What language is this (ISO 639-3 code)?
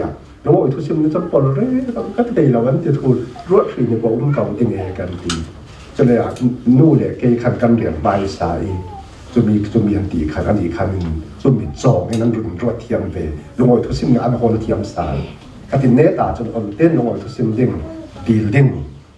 cfm